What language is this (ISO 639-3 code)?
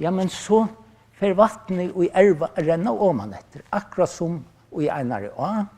fao